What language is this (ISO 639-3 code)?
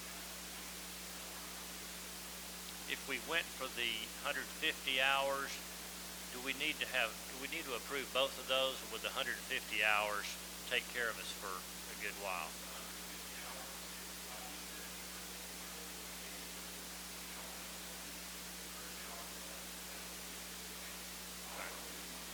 eng